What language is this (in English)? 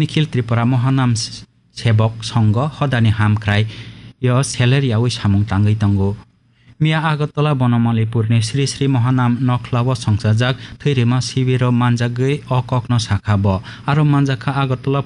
Kok Borok